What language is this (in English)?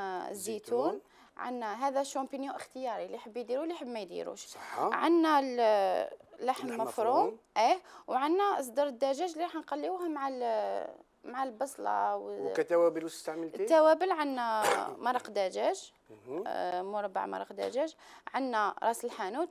Algerian Arabic